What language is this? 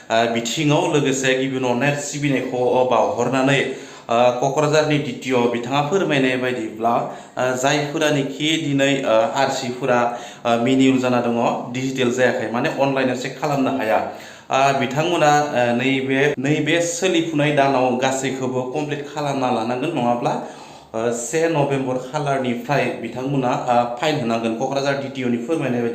Bodo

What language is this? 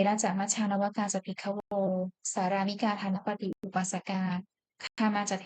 Pali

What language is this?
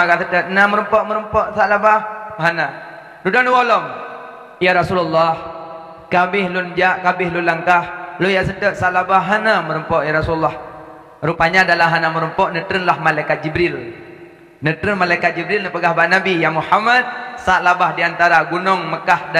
Achinese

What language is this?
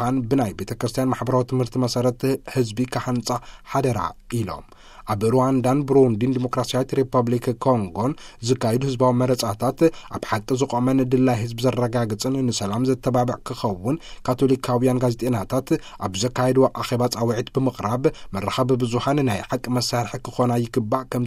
Tigrinya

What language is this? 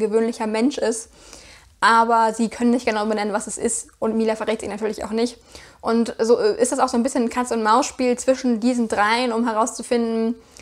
German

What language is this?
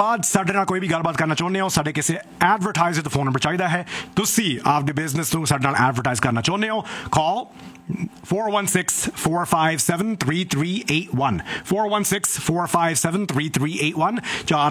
Punjabi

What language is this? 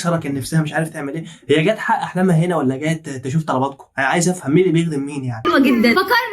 Egyptian Arabic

